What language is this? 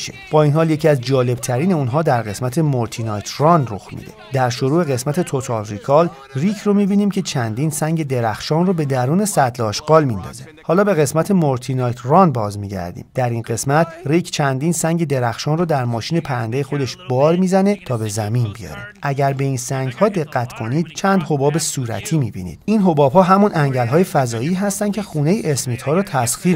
Persian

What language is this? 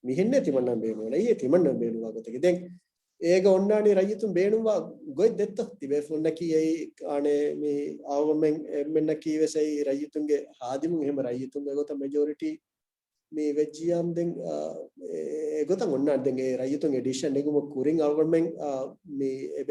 Divehi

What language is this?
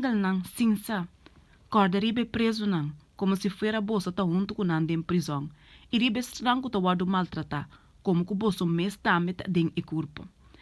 Papiamento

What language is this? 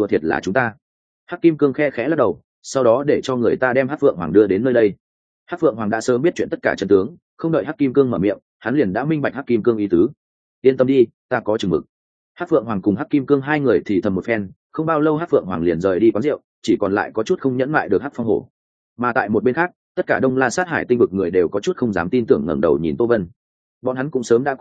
Vietnamese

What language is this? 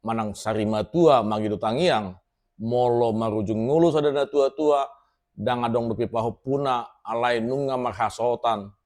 Batak Toba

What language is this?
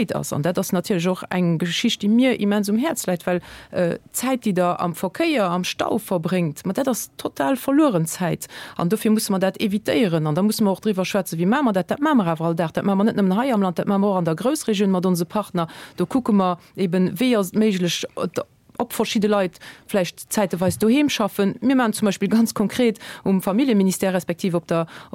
Luxembourgish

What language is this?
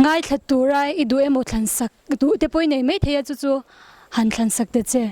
Mizo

